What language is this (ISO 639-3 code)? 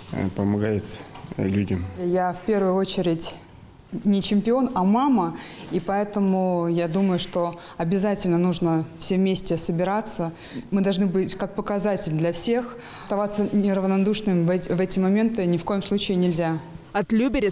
rus